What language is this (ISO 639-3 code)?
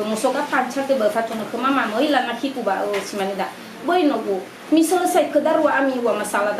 nia